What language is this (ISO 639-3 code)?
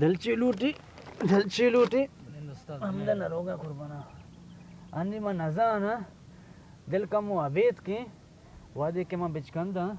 bal